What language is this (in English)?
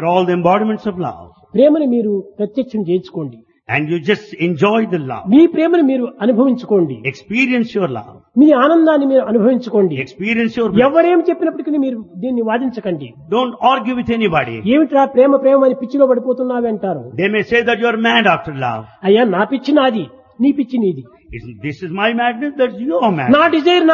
Telugu